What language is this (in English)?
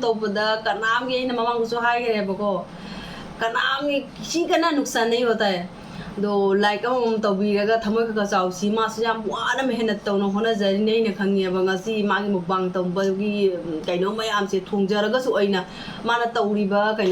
Manipuri